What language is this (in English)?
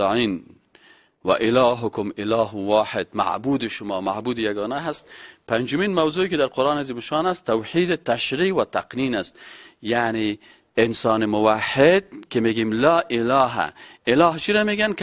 Persian